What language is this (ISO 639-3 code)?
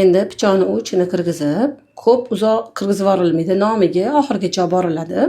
uzb